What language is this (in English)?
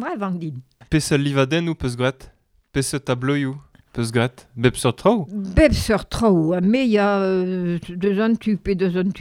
Breton